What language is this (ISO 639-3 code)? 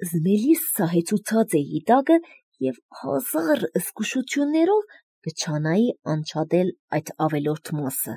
hye